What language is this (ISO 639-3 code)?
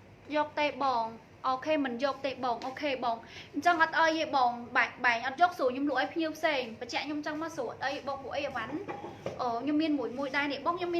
khm